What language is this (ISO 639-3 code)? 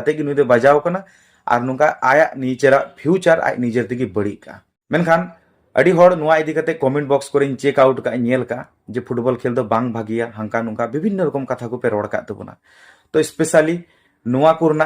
sat